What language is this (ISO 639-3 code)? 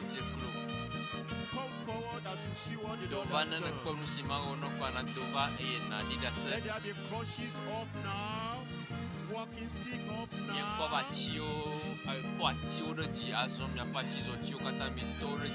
ewe